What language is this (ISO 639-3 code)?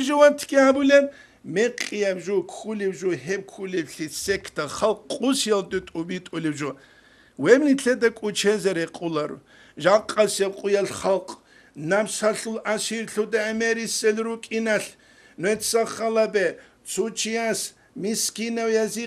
ava